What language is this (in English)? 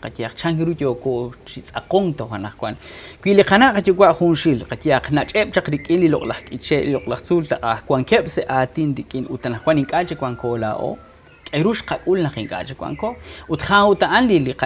Kekchí